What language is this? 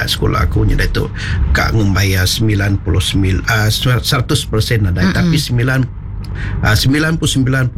Iban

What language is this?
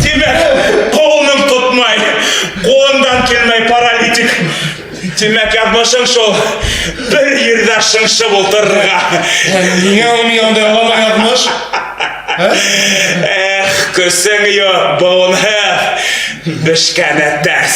Bashkir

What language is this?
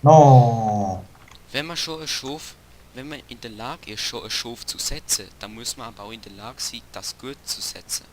Swiss German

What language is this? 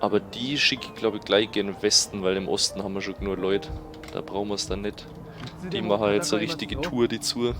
Bavarian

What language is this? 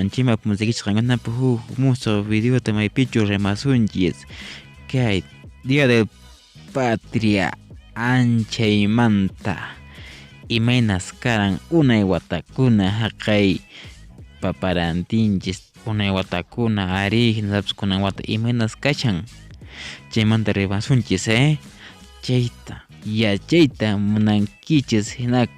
Quechua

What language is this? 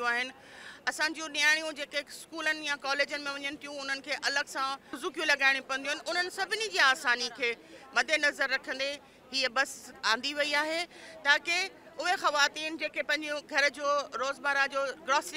Sindhi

